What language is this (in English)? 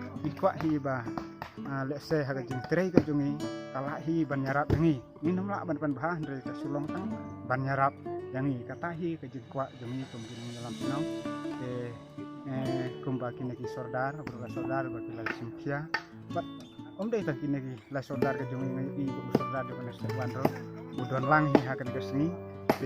Khasi